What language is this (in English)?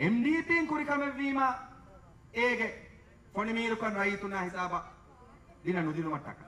Divehi